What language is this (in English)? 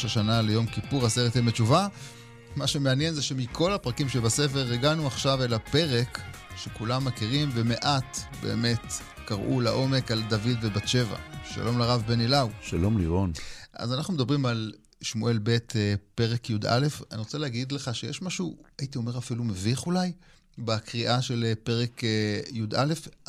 Hebrew